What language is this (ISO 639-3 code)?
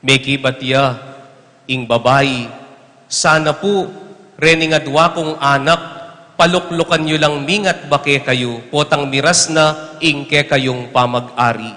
pam